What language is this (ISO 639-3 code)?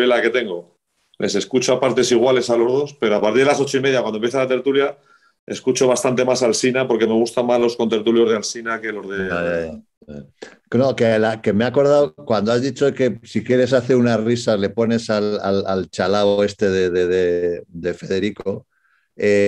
spa